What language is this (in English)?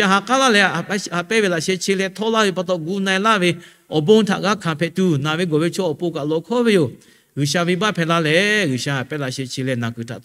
Lahu